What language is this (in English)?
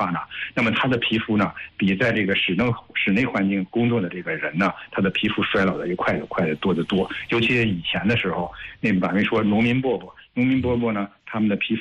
Chinese